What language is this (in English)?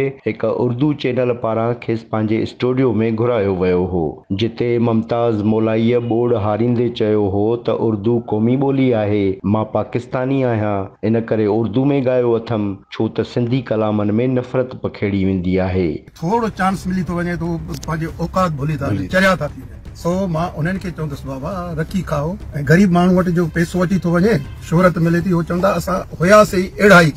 Sindhi